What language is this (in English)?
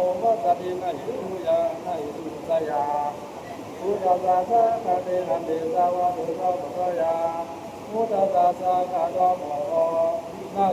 Pali